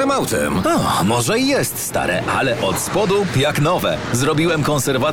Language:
Polish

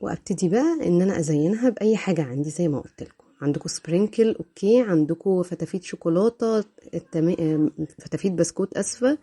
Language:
Egyptian Arabic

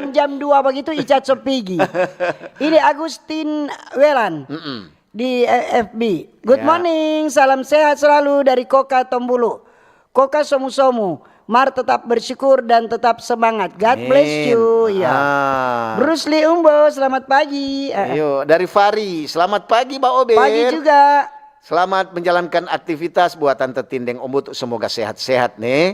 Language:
Manado Malay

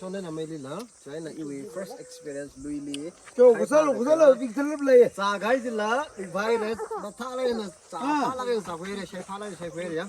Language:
Tangkhul Naga (India)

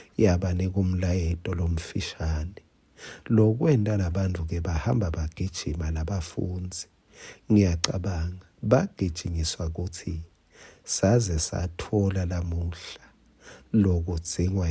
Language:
Swati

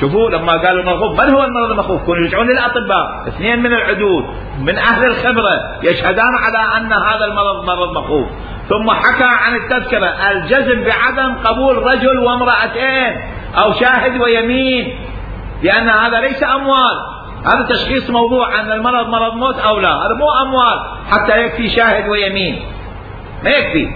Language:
Mesopotamian Arabic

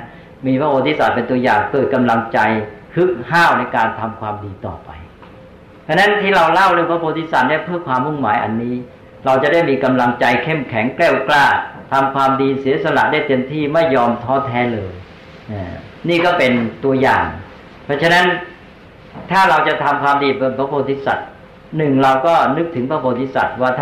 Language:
Thai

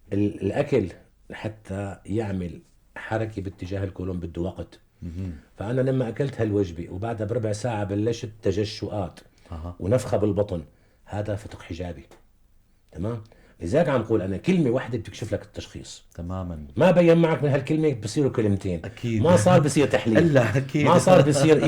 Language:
North Levantine Arabic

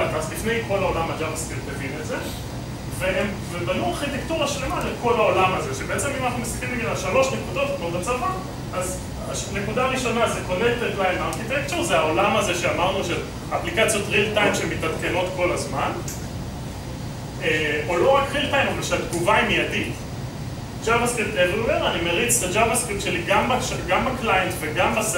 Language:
Hebrew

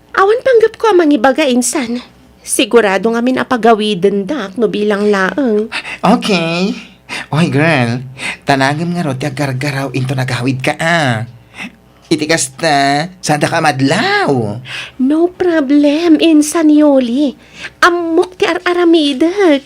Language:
Iloko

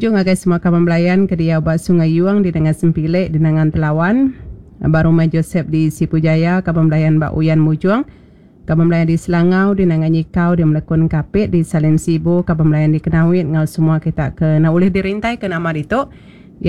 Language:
Iban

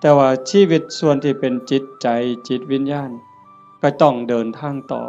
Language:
Northeastern Thai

